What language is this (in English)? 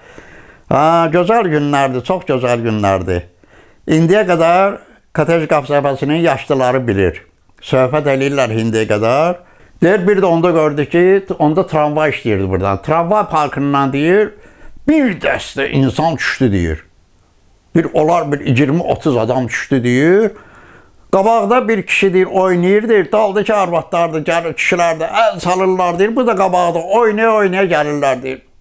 Azerbaijani